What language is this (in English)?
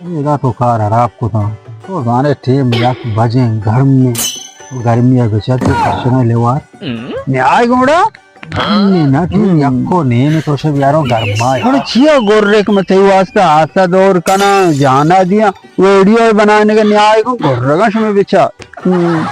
Baluchi